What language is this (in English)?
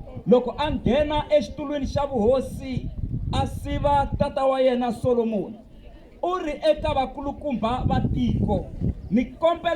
Tsonga